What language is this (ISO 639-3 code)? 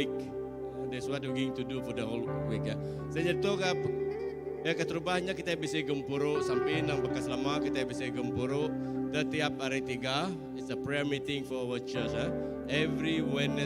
iba